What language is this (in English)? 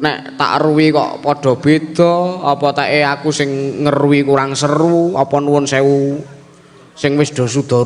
Javanese